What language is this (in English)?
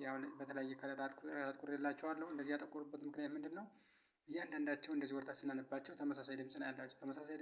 Amharic